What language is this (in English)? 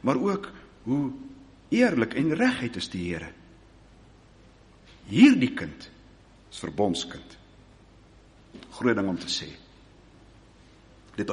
Afrikaans